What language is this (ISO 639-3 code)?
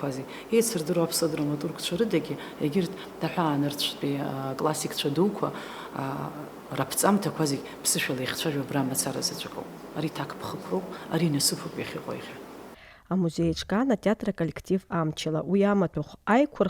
abk